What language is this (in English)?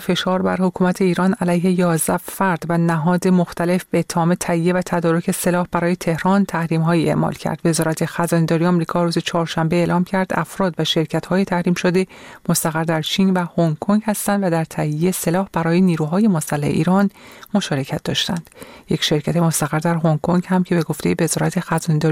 Persian